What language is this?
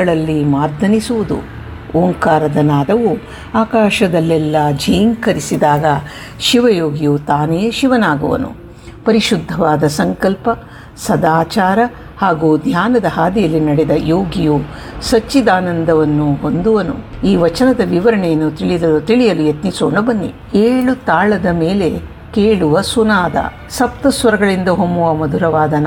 Kannada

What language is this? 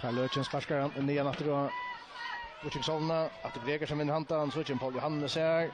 Faroese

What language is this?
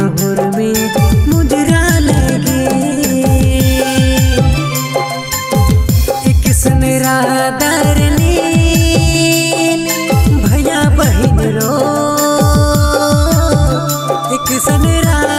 Sadri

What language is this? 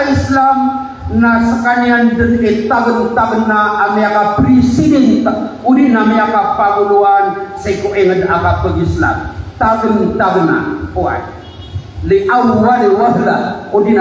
Maranao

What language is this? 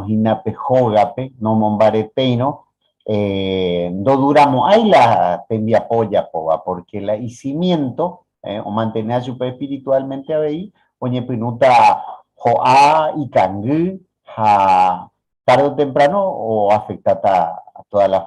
Guarani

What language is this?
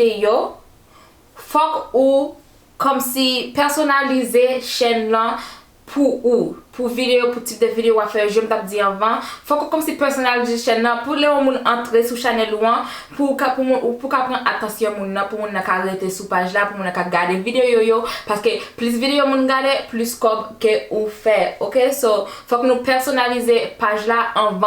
Haitian Creole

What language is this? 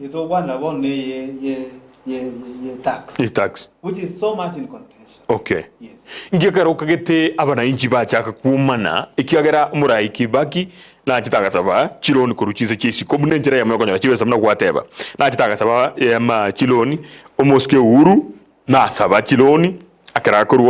Gusii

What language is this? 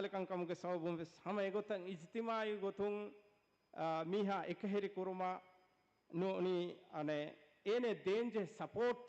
Divehi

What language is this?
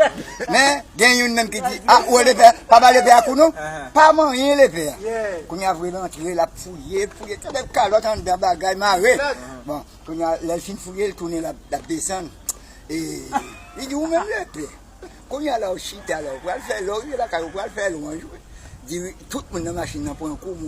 Haitian Creole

